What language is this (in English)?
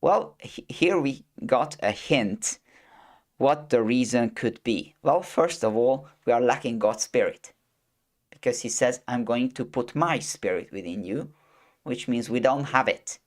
English